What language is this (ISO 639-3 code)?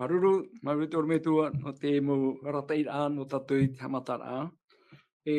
tah